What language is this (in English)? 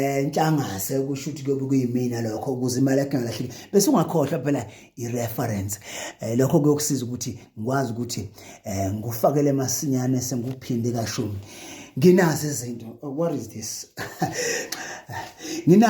Zulu